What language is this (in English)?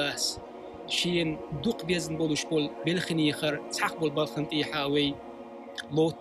Chechen